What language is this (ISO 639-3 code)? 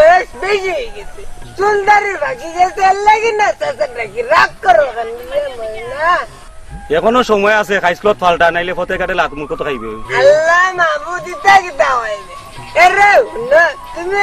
syl